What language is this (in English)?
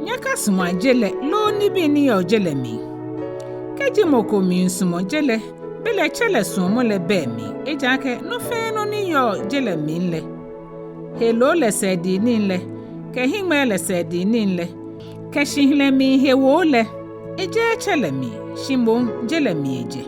Ga